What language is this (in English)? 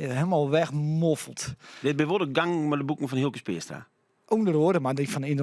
Western Frisian